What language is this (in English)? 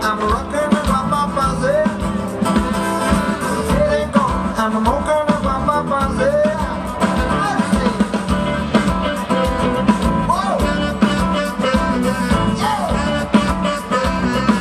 Norwegian